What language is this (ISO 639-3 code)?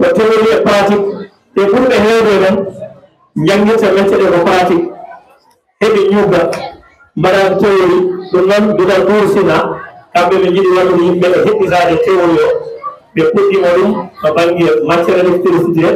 ful